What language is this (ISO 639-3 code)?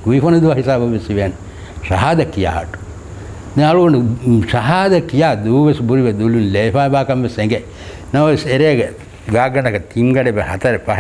div